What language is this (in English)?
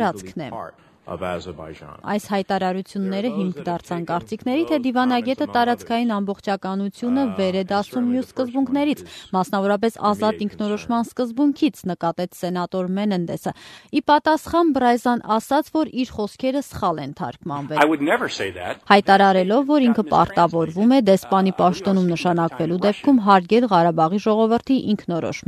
Armenian